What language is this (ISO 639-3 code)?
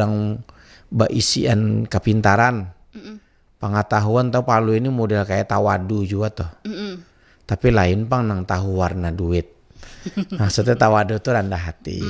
bjn